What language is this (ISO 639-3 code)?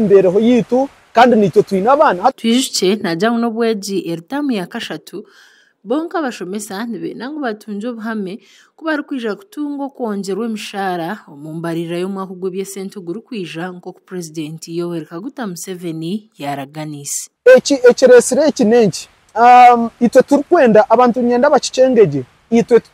nyn